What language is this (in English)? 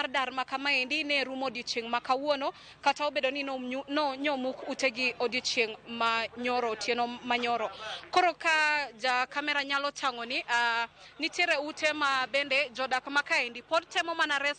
Luo (Kenya and Tanzania)